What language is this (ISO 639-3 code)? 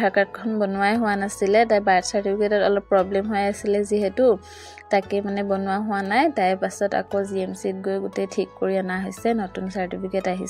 asm